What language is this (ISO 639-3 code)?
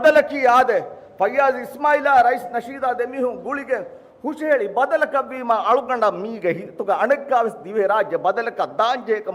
div